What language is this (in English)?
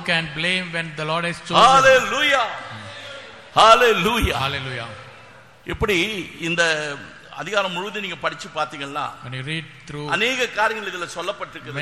Tamil